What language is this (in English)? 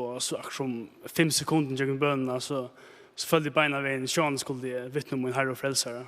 Faroese